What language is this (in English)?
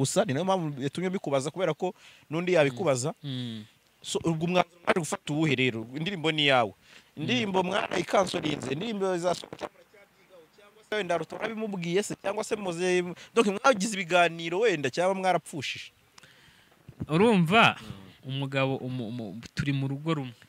Kinyarwanda